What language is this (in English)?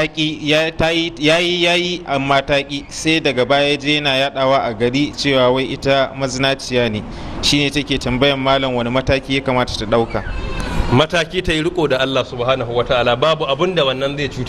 Hausa